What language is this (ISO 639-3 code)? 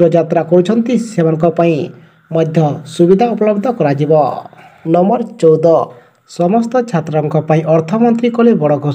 ori